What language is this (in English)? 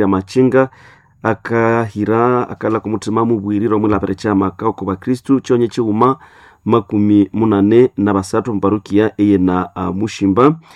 Nande